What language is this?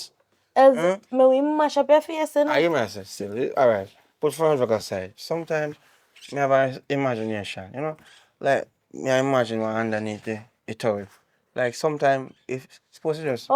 Jamaican Creole English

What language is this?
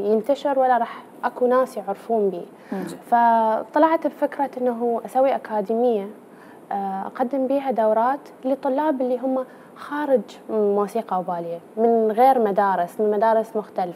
Mesopotamian Arabic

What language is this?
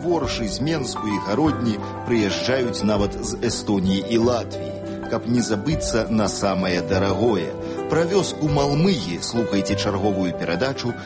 Belarusian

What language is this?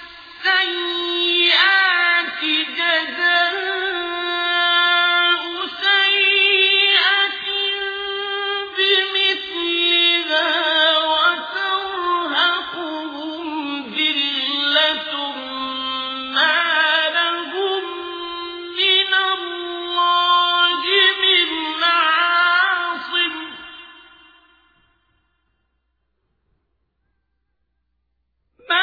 Arabic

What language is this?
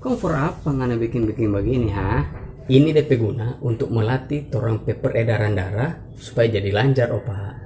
Manado Malay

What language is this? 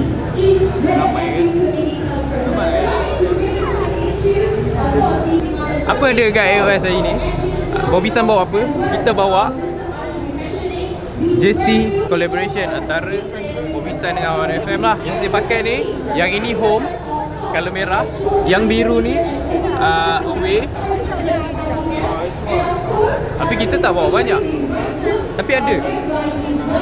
Malay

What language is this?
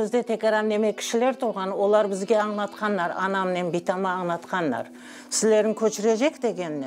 Crimean Tatar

